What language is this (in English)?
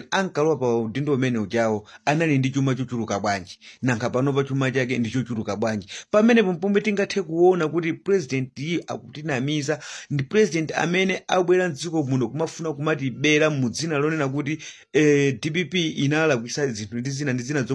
Nyanja